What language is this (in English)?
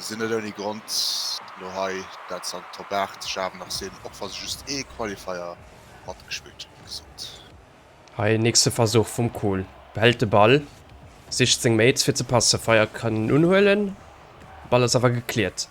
Luxembourgish